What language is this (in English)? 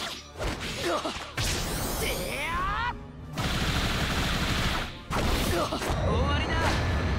Japanese